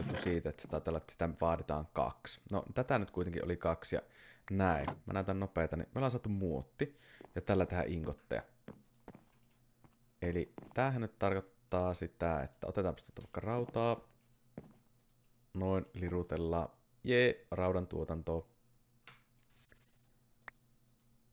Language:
Finnish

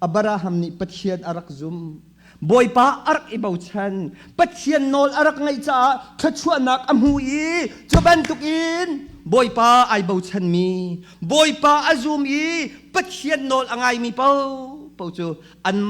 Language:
Hakha Chin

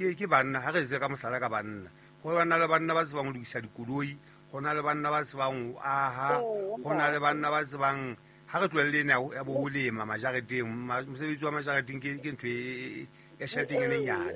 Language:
Southern Sotho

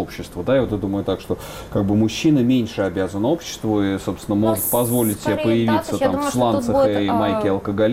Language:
Russian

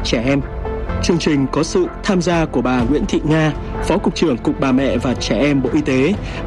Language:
Vietnamese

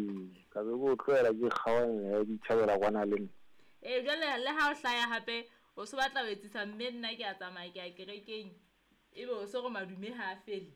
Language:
Southern Sotho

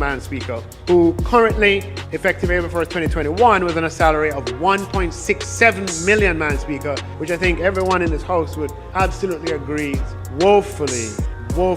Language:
Jamaican Creole English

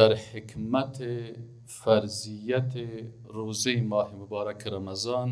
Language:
Persian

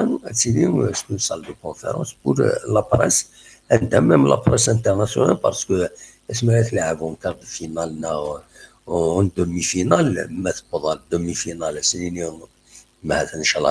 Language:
Kabyle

